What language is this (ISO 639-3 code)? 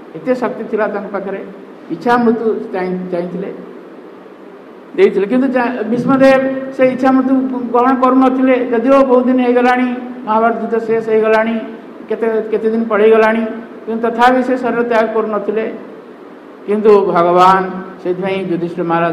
ori